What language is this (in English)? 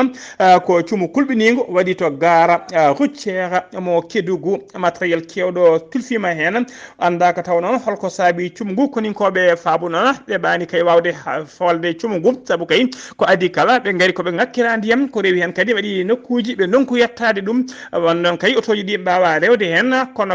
Fula